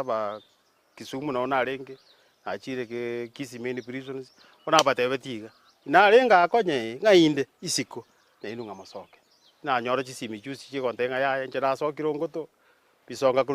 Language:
Gusii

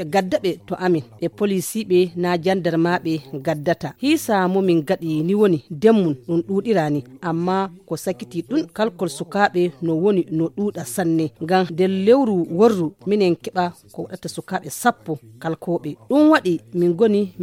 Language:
Nigerian Fulfulde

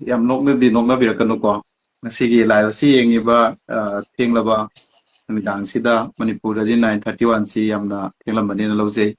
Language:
Manipuri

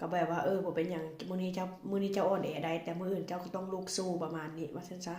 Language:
Northeastern Thai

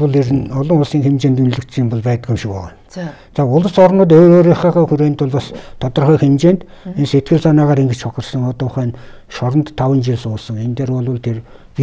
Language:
Mongolian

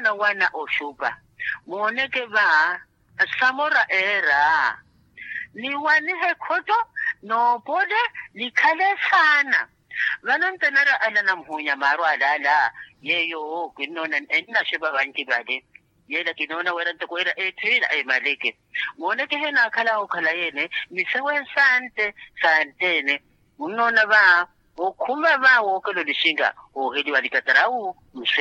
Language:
Makhuwa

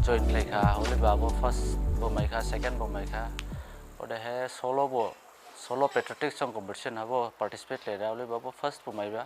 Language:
Dimasa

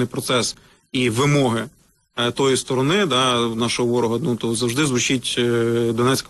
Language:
Ukrainian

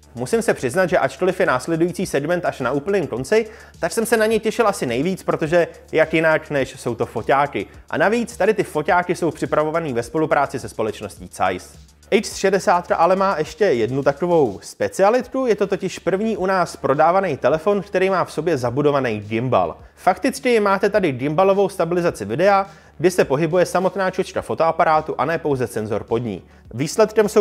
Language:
Czech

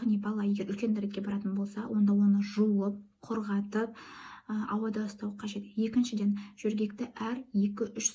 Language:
Kazakh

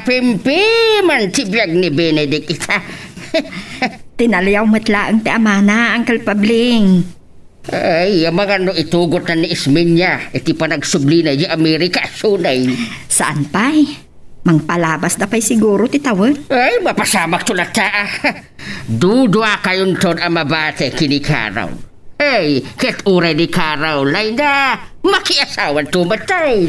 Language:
Iloko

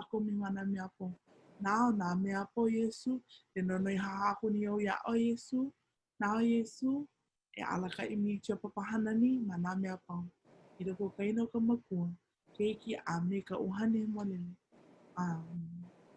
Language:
Hawaiian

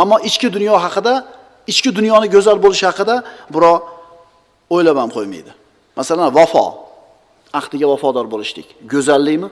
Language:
Uzbek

